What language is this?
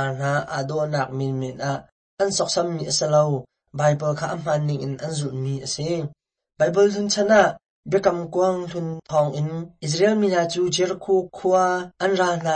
Hakha Chin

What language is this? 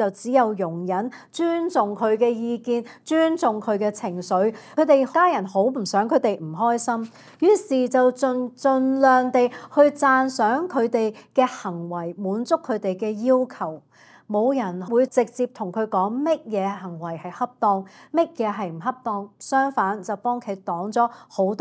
Cantonese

